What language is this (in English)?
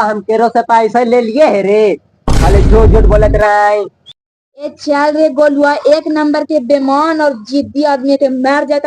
Magahi